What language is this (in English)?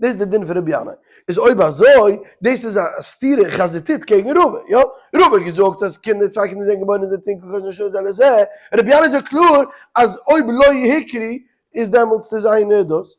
Yiddish